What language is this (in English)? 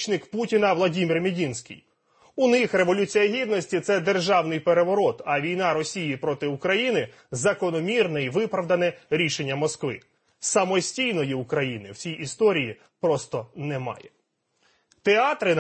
Ukrainian